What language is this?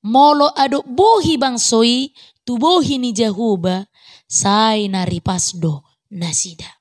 Batak Toba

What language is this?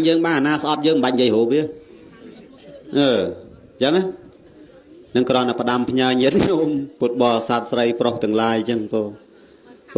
Khmer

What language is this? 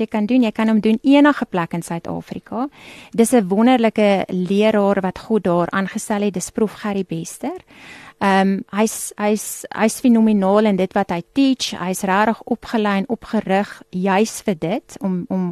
Afrikaans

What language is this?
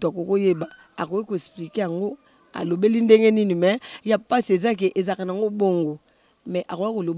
Lingala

